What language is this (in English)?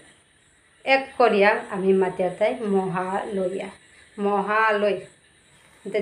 Bishnupriya